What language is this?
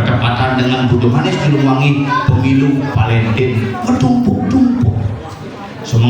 Balinese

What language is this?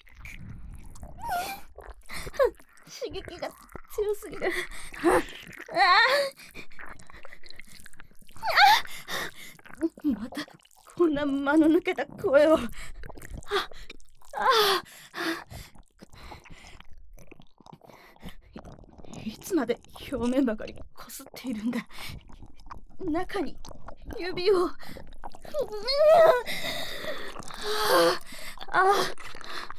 Japanese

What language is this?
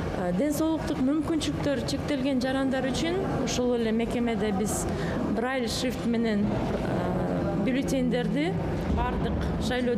Kyrgyz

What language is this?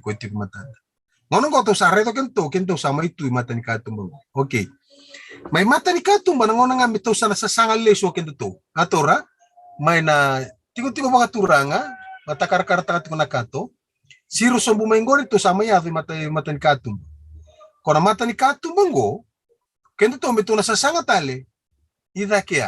Fijian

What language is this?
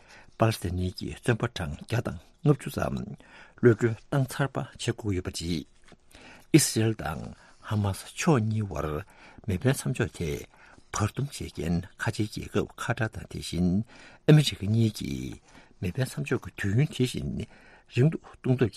Tibetan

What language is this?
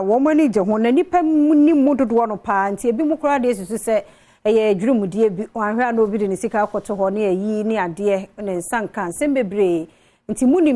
Akan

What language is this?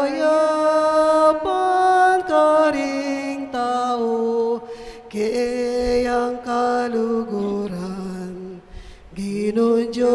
Pampanga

